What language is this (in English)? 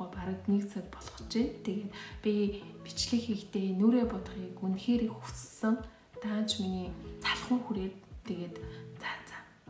Mongolian